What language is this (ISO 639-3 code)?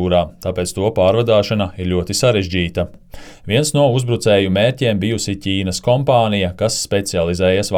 lav